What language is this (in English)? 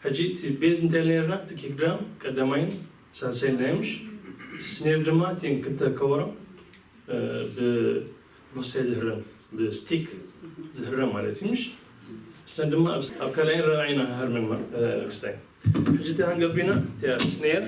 Tigrinya